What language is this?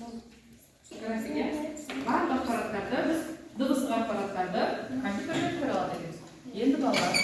Kazakh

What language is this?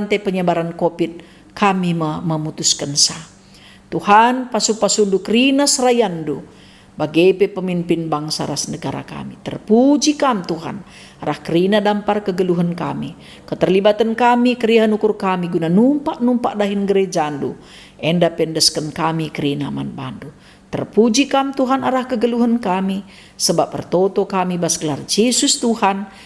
Batak Karo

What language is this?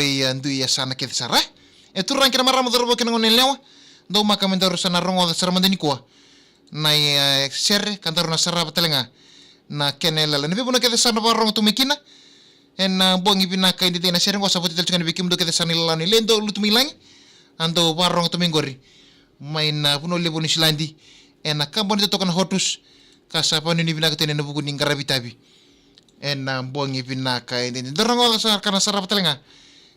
Fijian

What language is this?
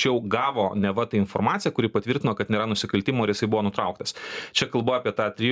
Lithuanian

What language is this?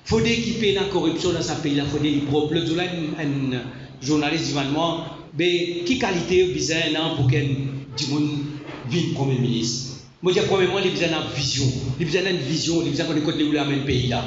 Morisyen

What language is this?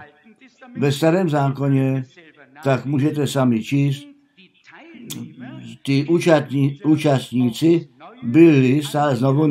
Czech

